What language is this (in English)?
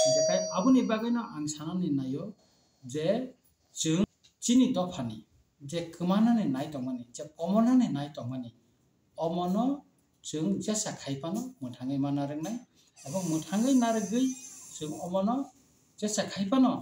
Kok Borok